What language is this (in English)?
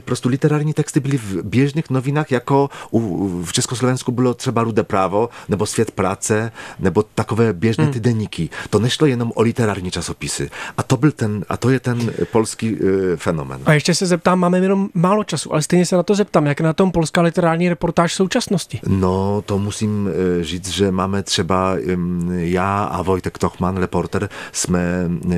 Czech